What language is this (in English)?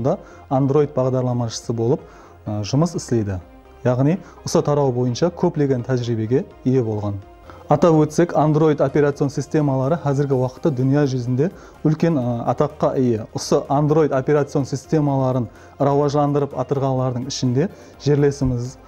Kara-Kalpak